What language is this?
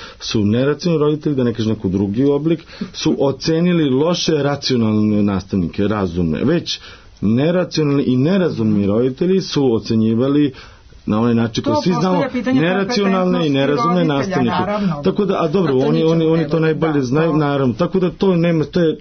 Serbian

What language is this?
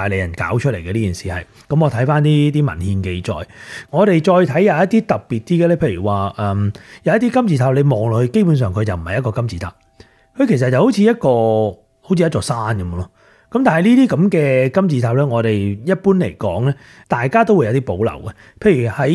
Cantonese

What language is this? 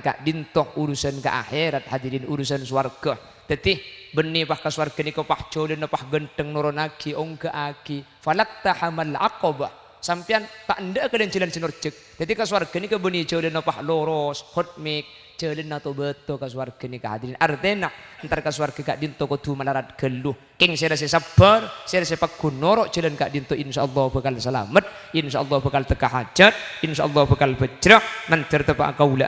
Madurese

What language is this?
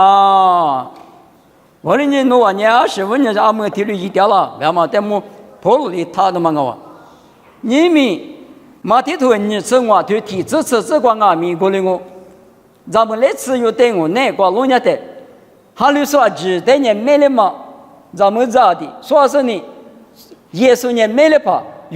Lisu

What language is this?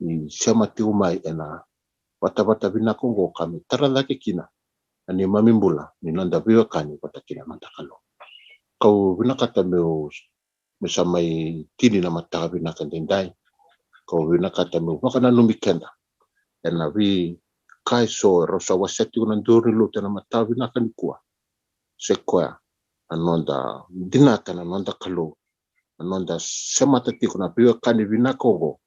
Fijian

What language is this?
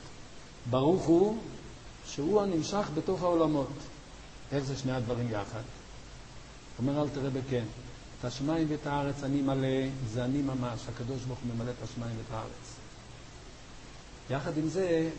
Hebrew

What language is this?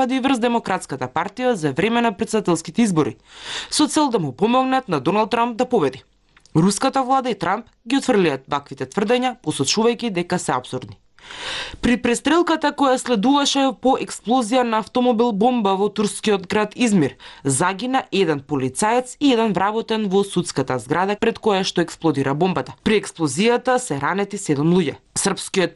Macedonian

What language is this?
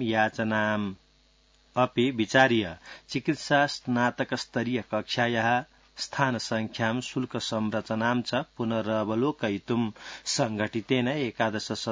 Sanskrit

